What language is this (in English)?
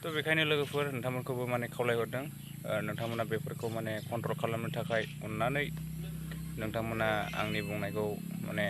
Bodo